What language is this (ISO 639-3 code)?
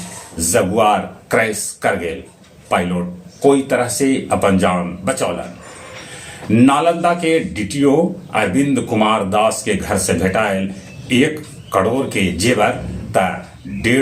mag